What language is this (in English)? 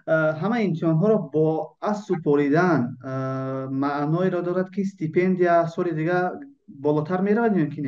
Tajik